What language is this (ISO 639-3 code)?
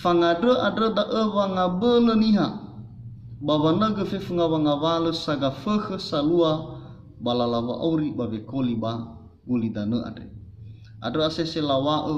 nia